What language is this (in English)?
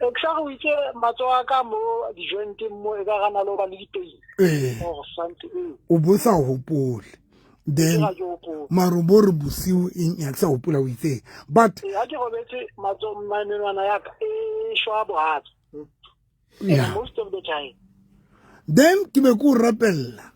Southern Sotho